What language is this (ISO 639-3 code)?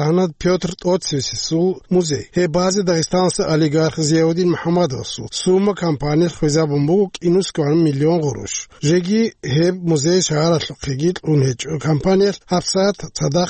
ava